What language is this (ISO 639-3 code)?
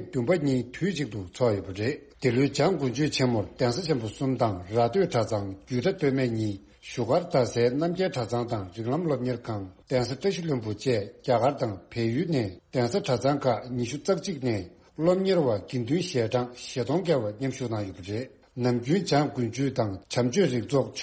bod